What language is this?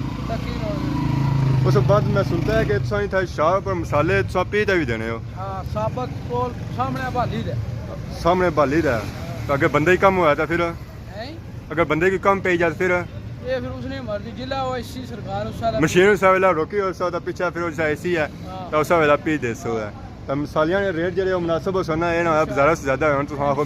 Pahari-Potwari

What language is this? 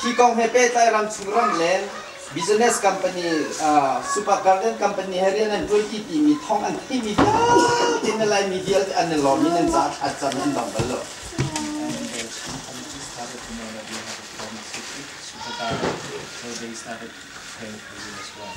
Hakha Chin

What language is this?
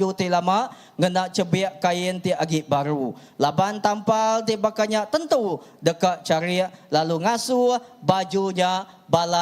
Iban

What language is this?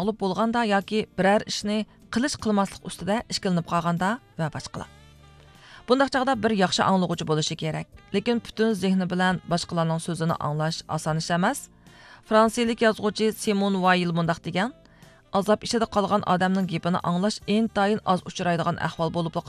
Uyghur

